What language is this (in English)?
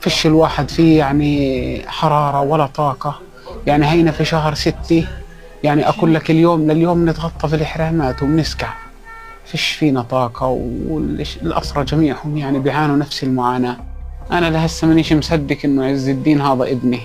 North Levantine Arabic